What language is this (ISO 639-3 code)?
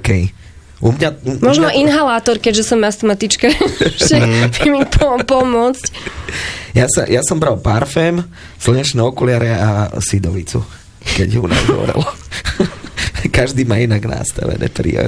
slk